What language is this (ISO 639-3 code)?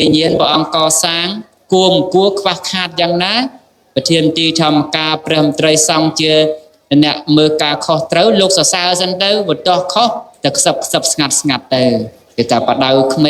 khm